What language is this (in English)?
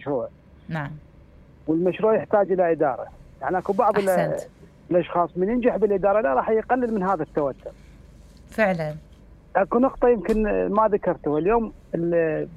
Mesopotamian Arabic